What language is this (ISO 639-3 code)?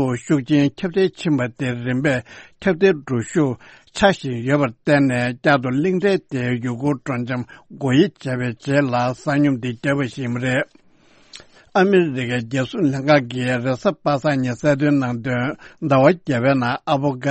bod